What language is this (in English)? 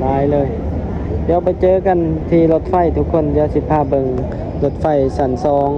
Lao